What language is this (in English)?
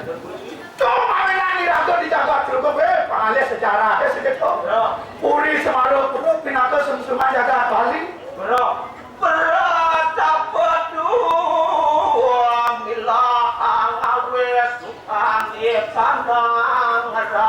Balinese